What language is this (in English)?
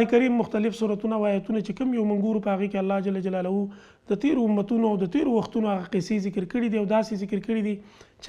Pashto